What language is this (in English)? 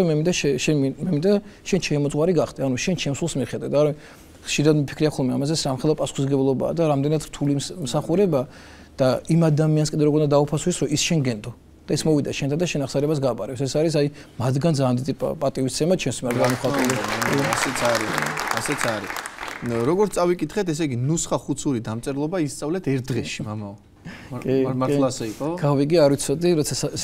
Georgian